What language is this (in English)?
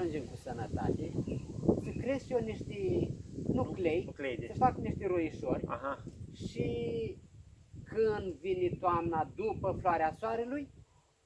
Romanian